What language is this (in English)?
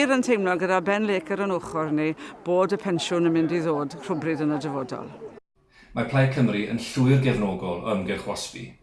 Welsh